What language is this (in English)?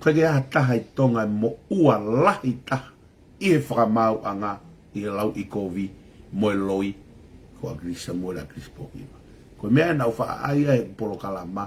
Tongan